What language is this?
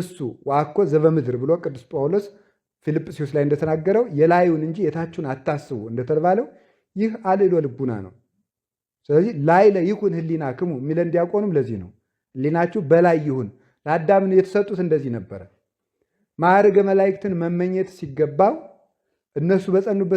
Amharic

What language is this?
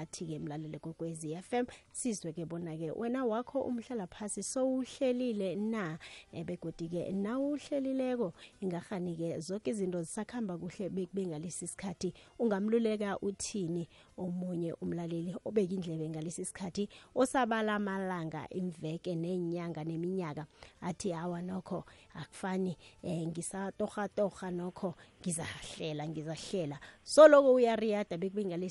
South Ndebele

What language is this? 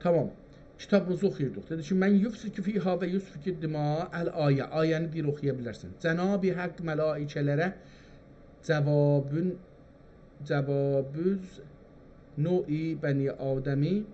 South Azerbaijani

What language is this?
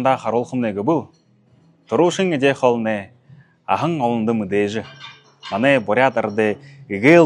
Buriat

